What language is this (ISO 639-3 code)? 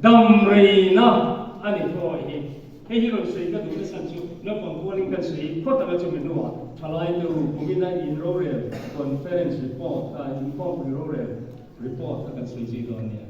lus